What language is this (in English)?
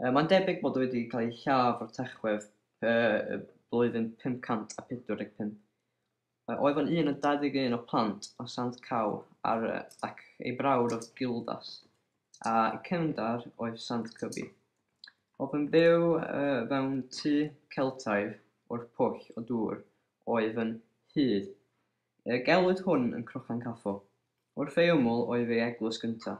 Welsh